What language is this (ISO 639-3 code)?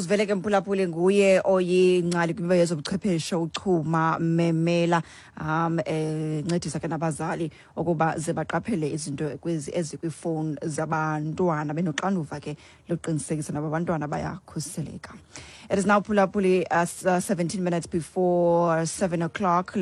xho